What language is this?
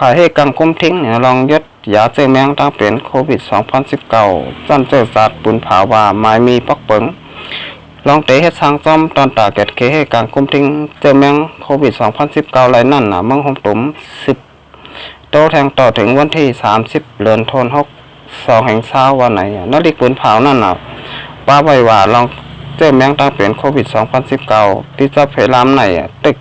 Shan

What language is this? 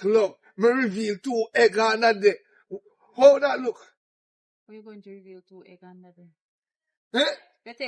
Jamaican Creole English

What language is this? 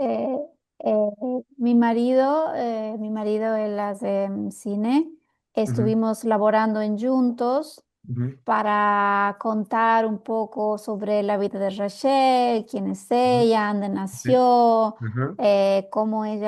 Ladino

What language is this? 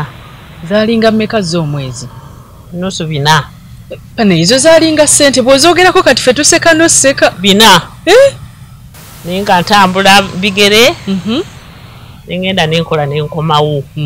Ganda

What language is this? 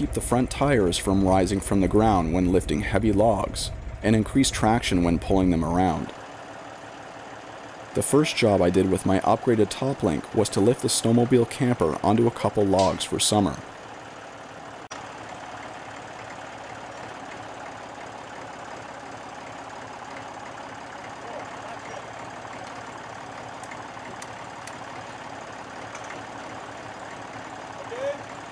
English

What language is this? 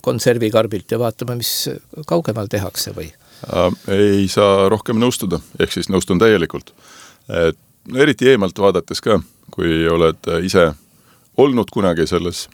Estonian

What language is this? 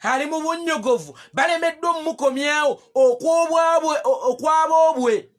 Ganda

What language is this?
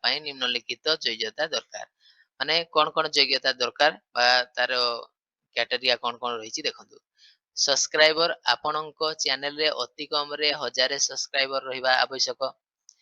Odia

